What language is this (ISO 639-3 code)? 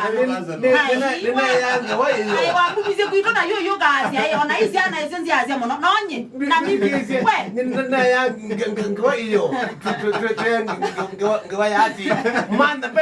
kam